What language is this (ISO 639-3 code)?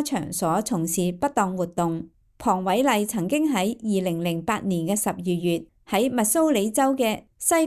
yue